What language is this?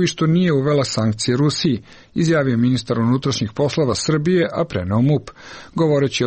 Serbian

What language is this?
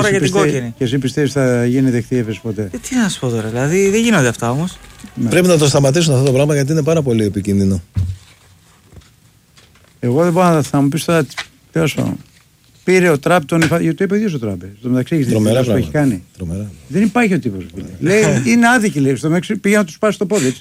Greek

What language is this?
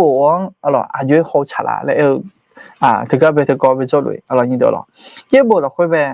Akha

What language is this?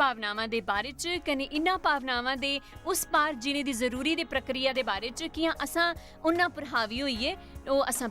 Dogri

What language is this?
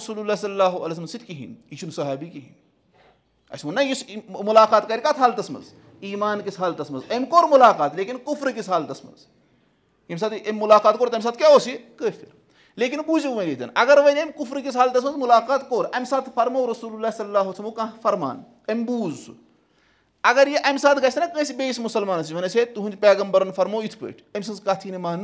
Kashmiri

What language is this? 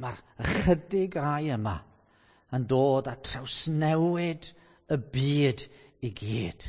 Welsh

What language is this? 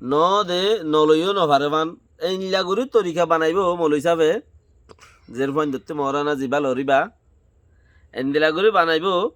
Rohingya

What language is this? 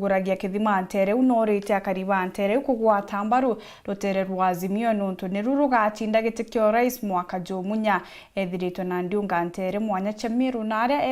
Meru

